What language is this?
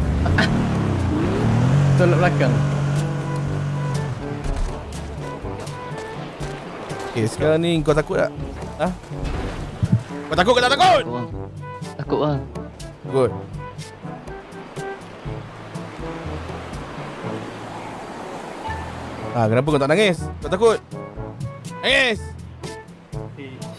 Malay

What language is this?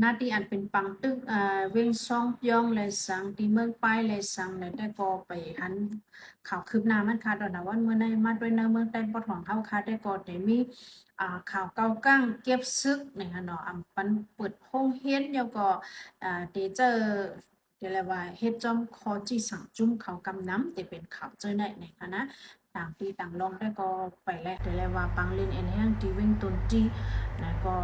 Shan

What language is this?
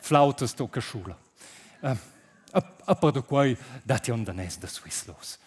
Romansh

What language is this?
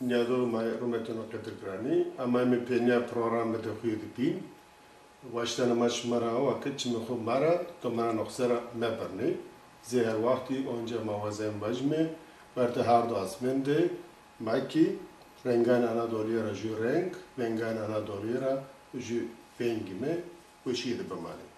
Zaza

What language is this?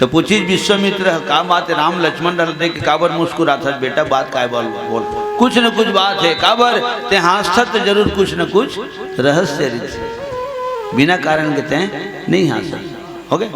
Chhattisgarhi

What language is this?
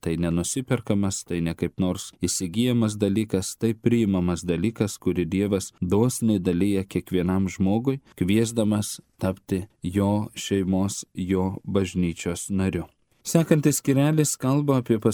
Lithuanian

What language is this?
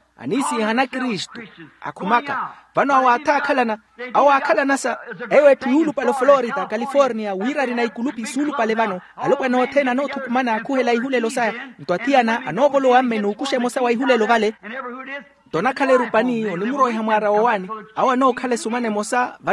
Makhuwa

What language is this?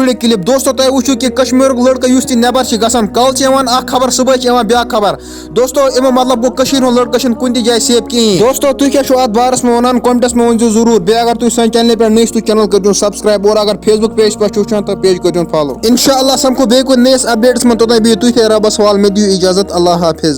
Kashmiri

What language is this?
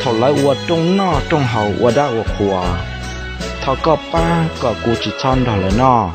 Hmong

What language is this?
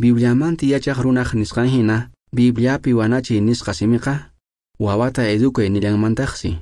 Quechua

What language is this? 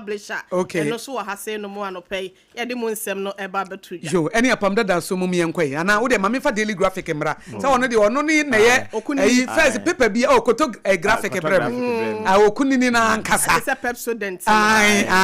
Akan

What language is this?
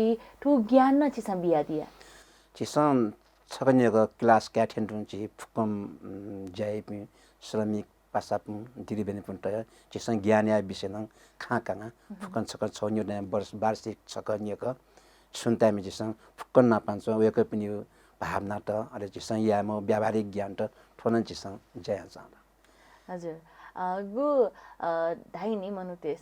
Newari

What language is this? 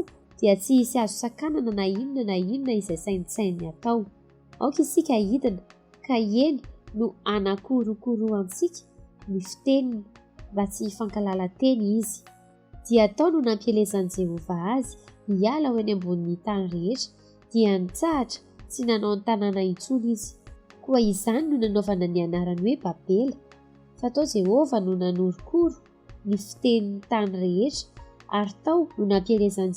Malagasy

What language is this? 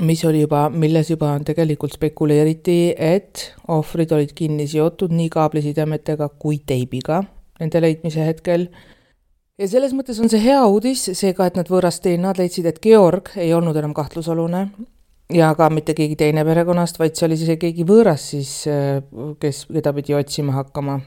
Estonian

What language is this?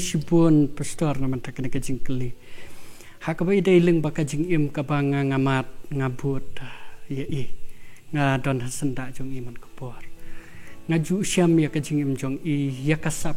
Khasi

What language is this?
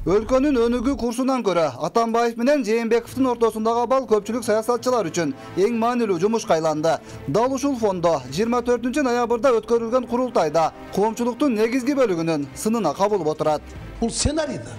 Kyrgyz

